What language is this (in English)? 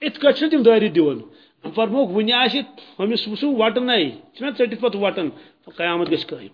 Kashmiri